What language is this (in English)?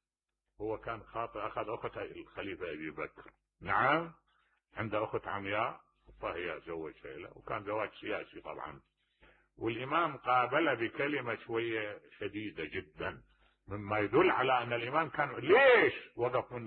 Mesopotamian Arabic